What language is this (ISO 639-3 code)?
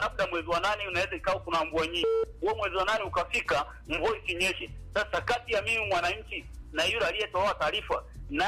swa